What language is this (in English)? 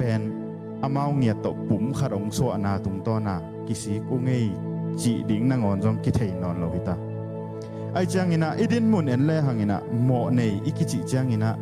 Tedim Chin